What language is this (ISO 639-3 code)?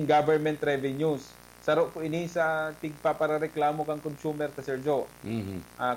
bik